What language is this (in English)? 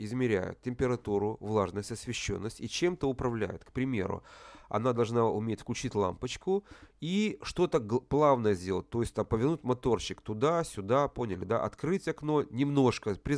Russian